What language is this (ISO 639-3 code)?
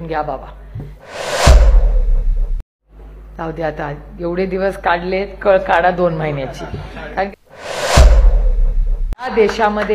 mar